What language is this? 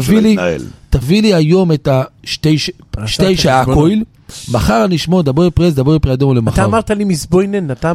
Hebrew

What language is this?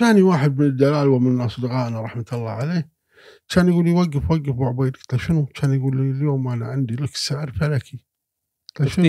Gulf Arabic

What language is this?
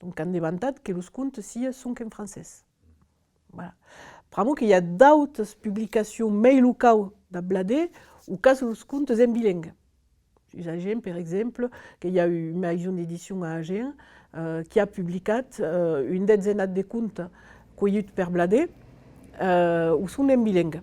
Occitan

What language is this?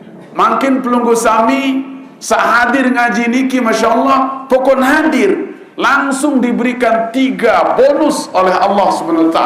Sasak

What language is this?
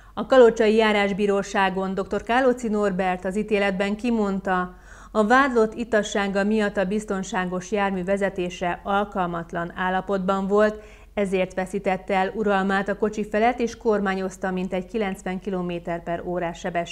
Hungarian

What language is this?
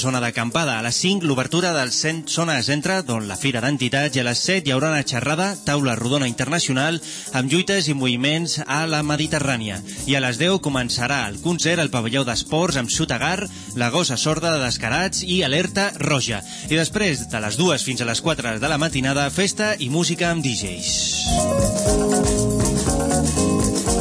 Catalan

